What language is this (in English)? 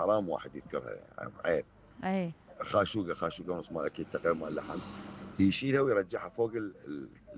Mesopotamian Arabic